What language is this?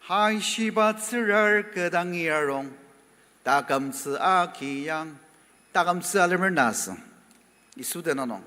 Ao Naga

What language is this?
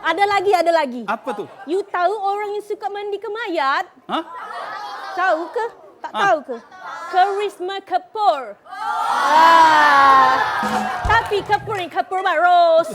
Musi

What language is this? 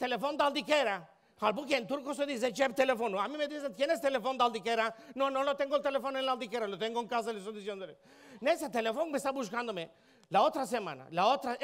Ladino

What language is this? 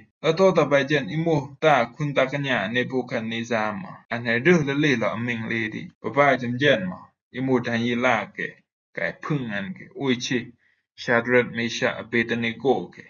Rumai Palaung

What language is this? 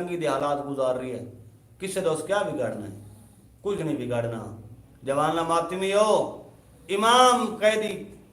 Saraiki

